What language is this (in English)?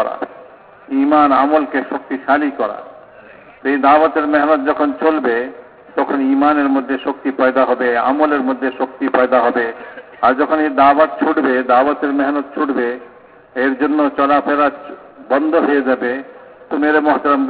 Bangla